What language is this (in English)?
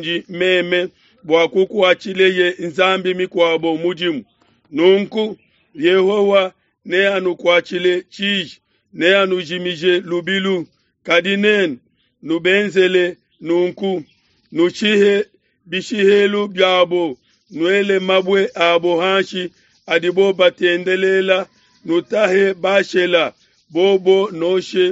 Luba-Lulua